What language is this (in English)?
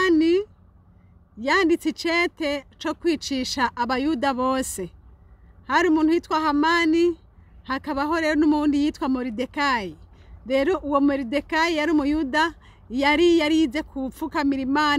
Rundi